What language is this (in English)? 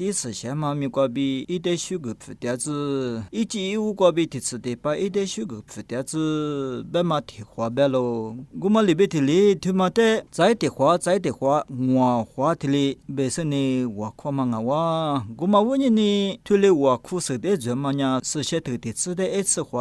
Lisu